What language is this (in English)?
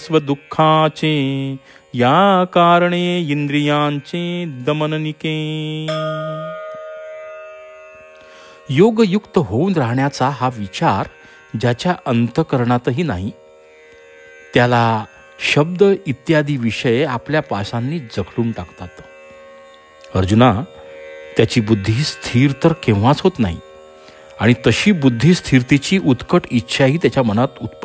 Marathi